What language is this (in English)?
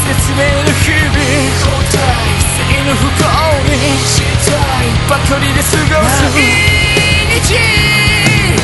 Japanese